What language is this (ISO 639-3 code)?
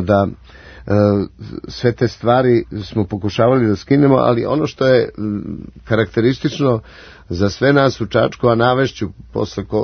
srp